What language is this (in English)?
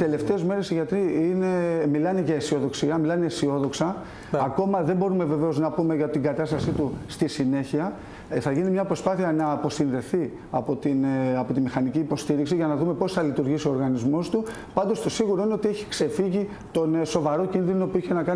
Greek